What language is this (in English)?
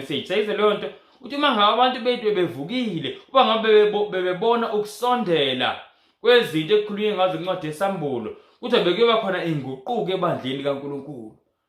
Zulu